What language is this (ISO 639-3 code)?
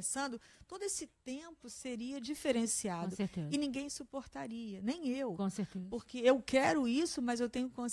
por